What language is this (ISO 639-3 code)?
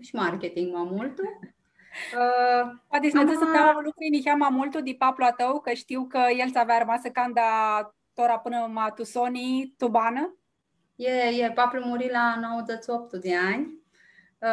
rup